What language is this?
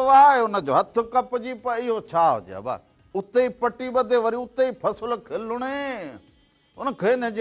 Sindhi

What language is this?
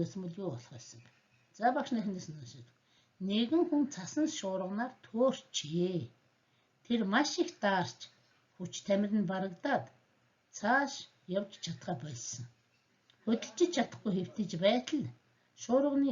Mongolian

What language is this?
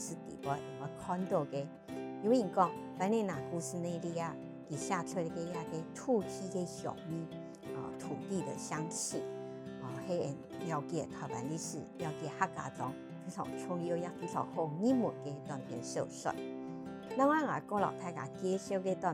Hakka Chinese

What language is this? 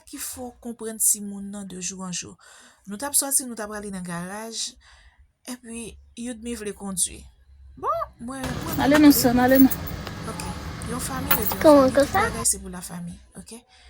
Haitian Creole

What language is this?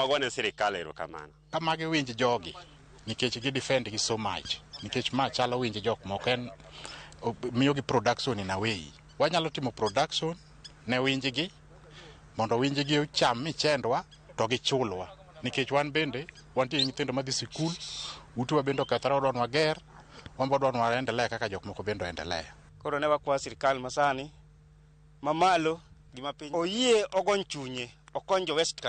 Luo (Kenya and Tanzania)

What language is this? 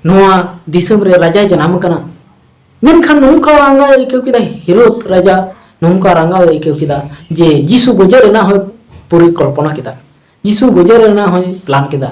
Santali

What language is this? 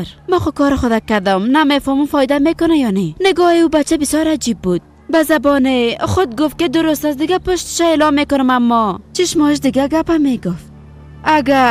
Persian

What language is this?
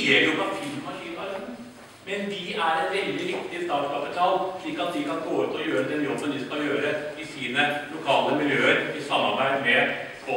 Norwegian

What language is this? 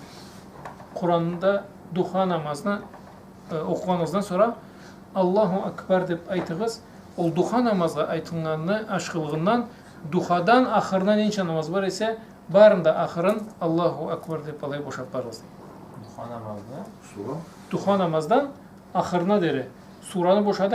Karachay-Balkar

